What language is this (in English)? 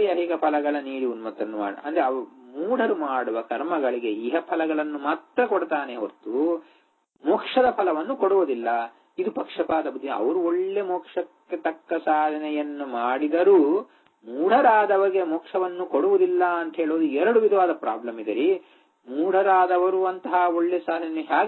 Kannada